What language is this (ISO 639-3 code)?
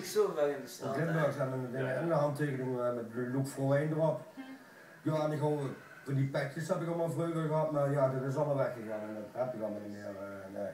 lim